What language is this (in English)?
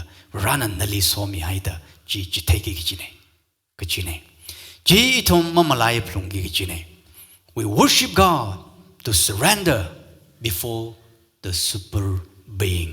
Tangkhul Naga (India)